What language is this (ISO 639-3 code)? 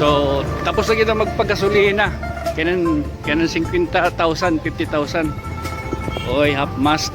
war